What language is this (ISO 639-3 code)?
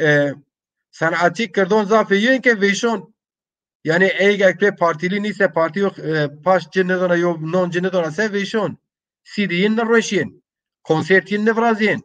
zza